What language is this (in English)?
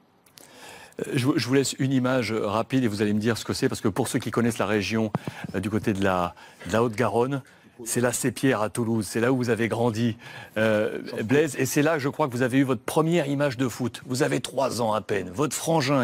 French